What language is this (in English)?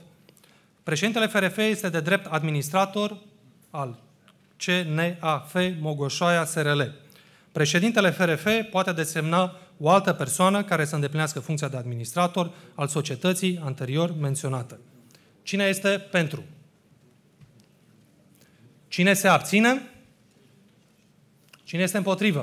Romanian